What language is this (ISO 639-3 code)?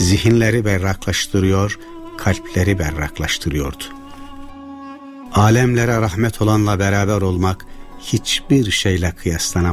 tur